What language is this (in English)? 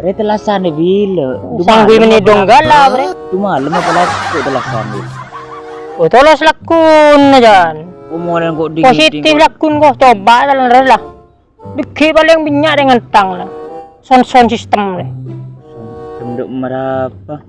Madurese